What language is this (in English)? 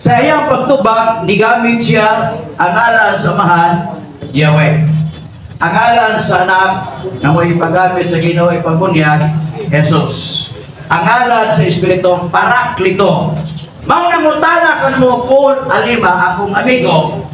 Cebuano